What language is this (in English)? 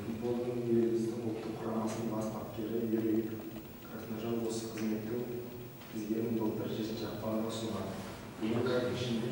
Kazakh